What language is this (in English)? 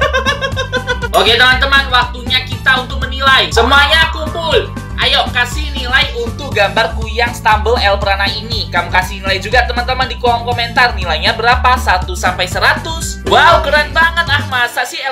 Indonesian